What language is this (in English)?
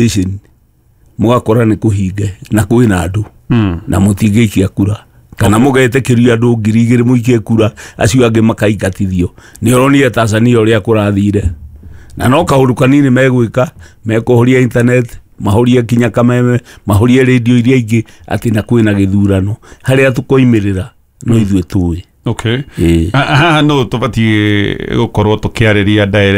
Kikuyu